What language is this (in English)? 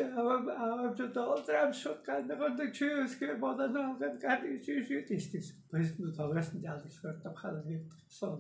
Tuvinian